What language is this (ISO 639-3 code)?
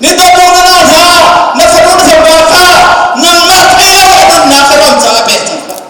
cnh